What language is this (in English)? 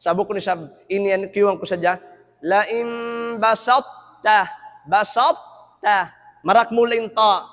Tausug